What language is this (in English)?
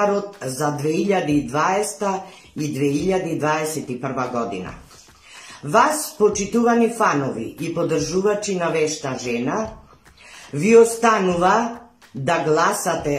Macedonian